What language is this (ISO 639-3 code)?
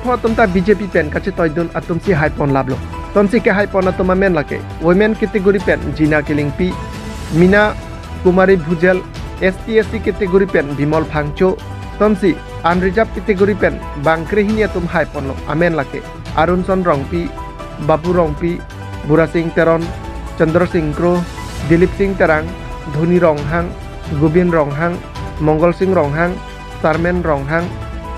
mjw